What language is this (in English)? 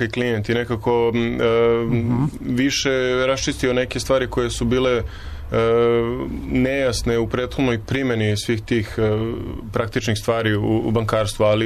Serbian